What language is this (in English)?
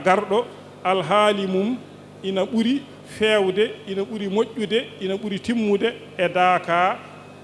Fula